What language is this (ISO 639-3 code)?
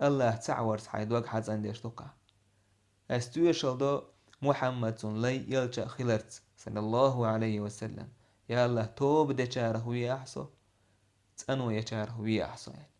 che